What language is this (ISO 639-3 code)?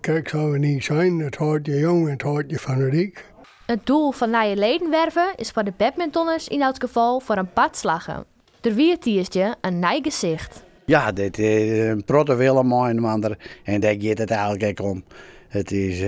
fry